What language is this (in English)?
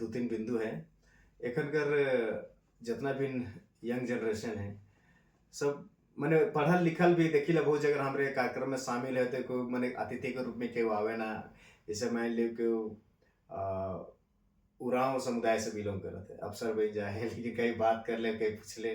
Sadri